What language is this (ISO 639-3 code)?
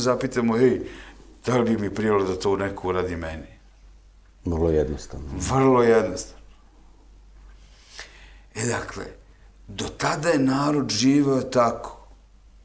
srp